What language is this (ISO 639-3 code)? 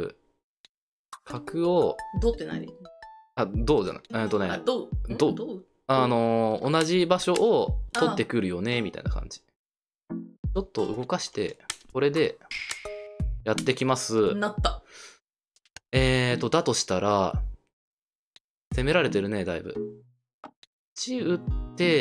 jpn